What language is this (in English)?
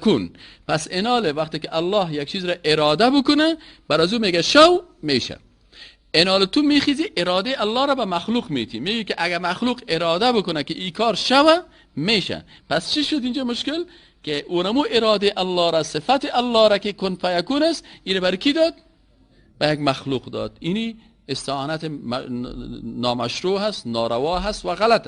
Persian